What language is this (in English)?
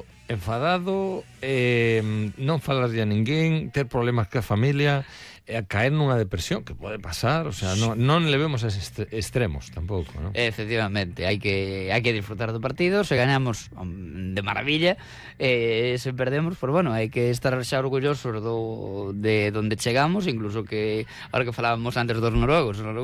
Galician